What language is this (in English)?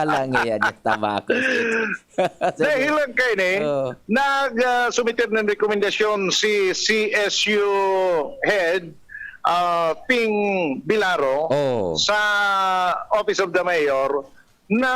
Bikol